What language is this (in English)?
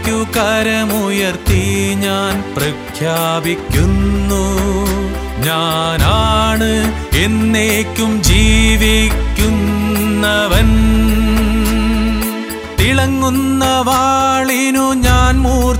Malayalam